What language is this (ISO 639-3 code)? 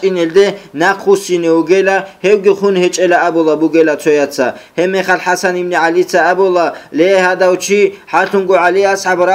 ava